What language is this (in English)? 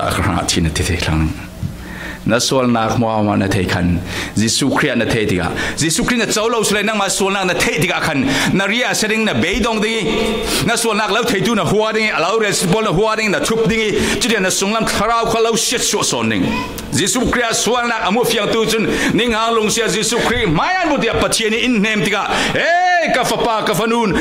Falam Chin